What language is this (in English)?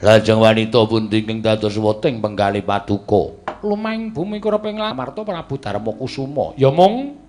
Javanese